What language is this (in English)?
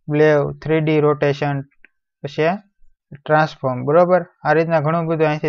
Gujarati